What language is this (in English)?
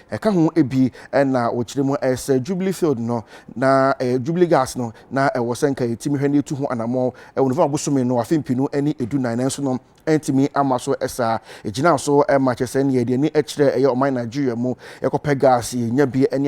Akan